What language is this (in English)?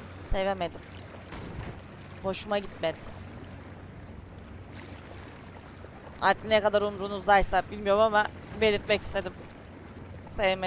Turkish